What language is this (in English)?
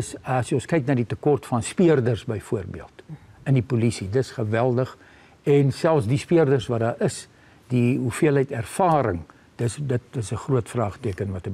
Afrikaans